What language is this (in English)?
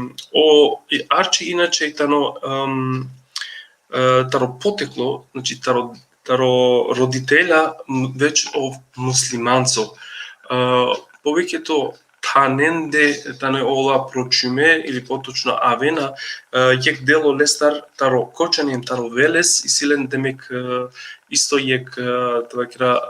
Balkan Romani